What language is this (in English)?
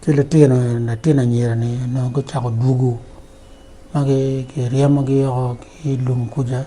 Acoli